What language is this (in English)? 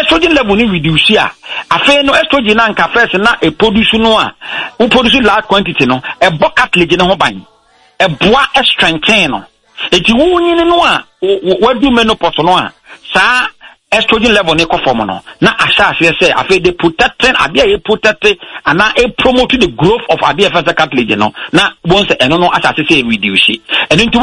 Akan